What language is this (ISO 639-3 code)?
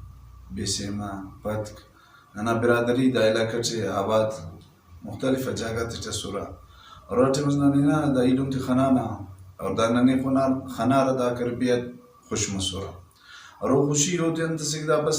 brh